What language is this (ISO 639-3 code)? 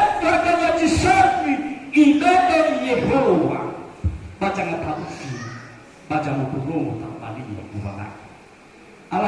nia